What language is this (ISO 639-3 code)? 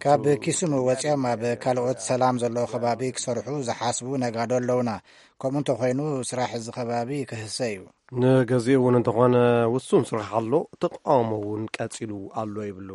tir